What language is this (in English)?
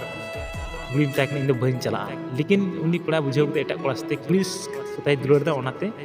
Santali